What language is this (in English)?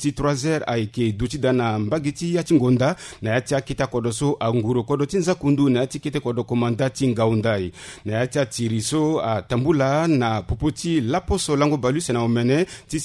Sango